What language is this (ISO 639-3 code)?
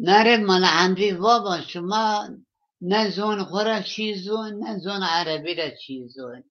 zza